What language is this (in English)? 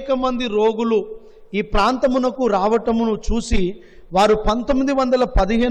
Telugu